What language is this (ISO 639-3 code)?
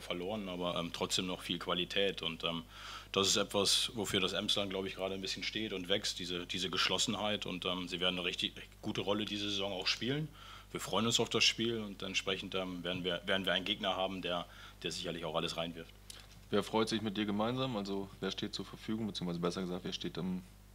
deu